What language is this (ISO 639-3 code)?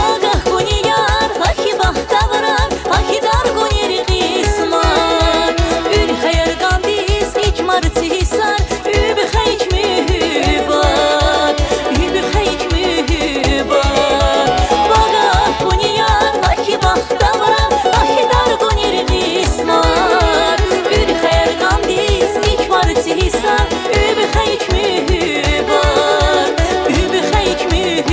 tab